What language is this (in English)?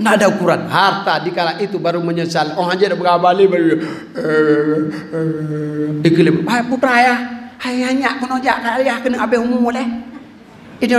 Achinese